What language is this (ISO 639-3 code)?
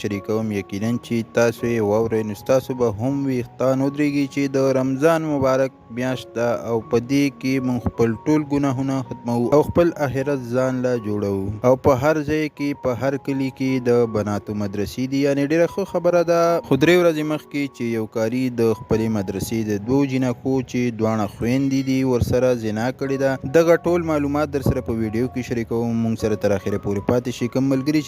pus